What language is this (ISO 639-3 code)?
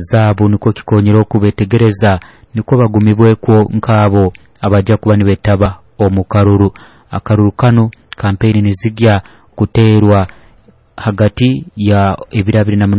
nyo